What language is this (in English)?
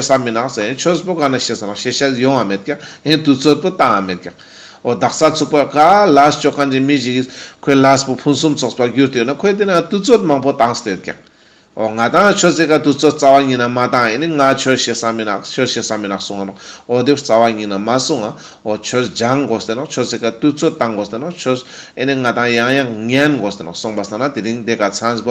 Ladakhi